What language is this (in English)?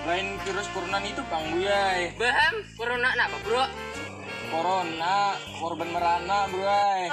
Banjar